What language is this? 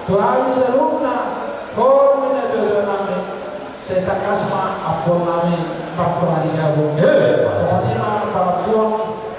Batak Toba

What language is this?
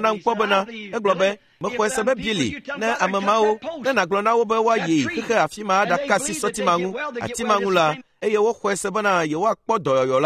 Ewe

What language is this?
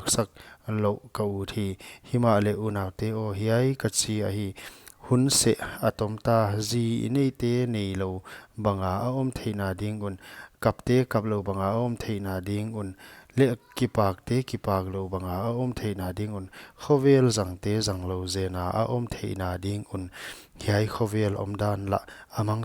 Paite Chin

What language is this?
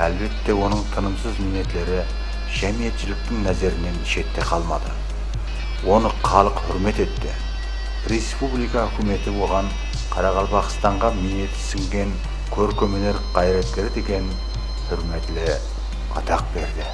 Kara-Kalpak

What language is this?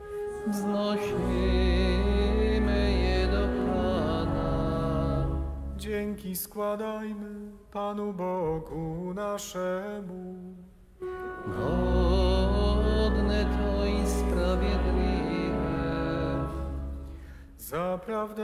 Polish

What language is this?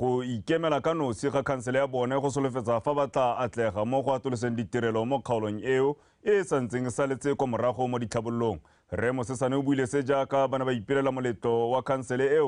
Tswana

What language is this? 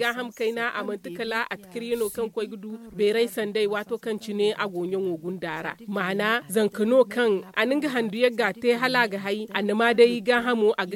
Zarma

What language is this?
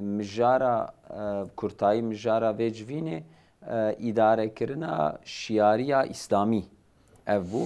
Kurdish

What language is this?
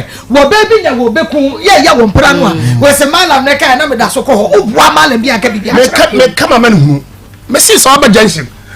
Akan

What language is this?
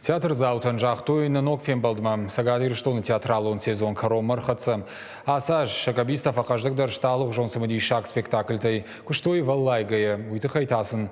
Ossetic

